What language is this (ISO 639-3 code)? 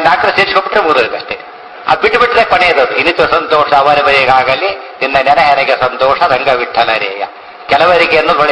kan